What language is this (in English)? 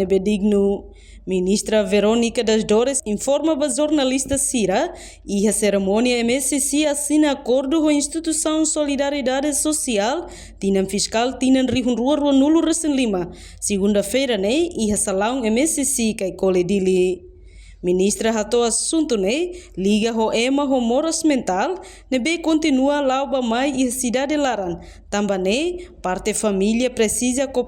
Tetum